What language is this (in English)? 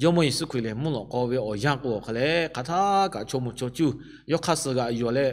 Lahu